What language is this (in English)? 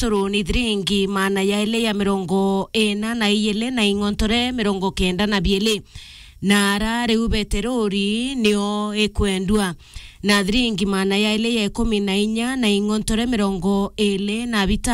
Meru